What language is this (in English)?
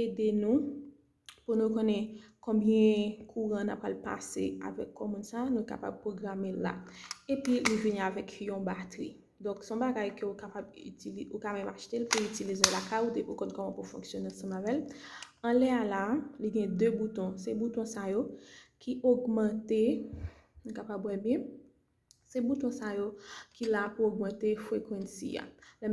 Haitian Creole